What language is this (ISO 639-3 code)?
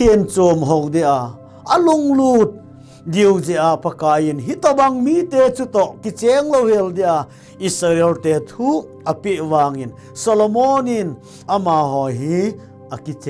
tcz